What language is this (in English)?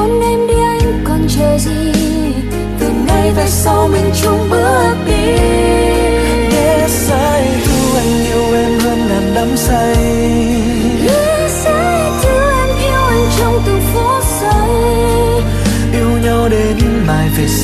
Vietnamese